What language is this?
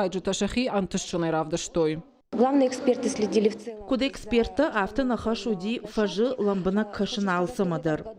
Ossetic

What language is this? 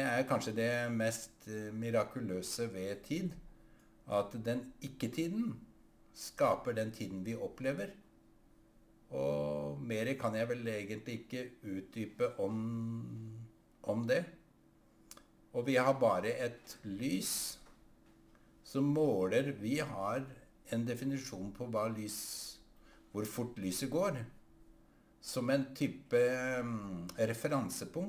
Norwegian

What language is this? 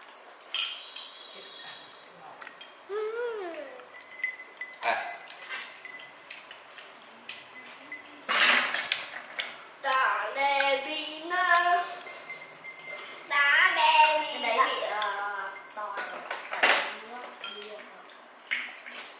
Vietnamese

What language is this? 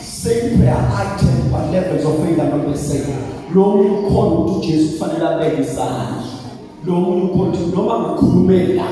Zulu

